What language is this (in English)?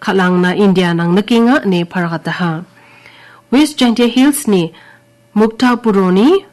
Garo